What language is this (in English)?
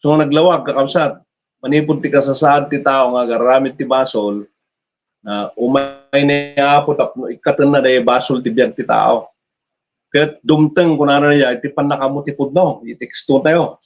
Iloko